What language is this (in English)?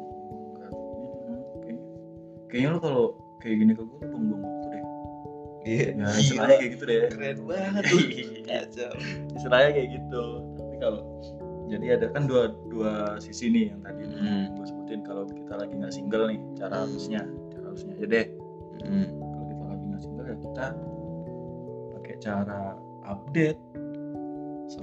Indonesian